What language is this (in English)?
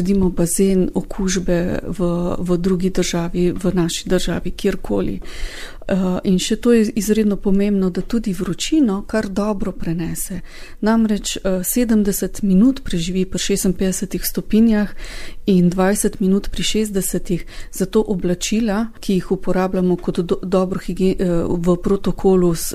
Slovenian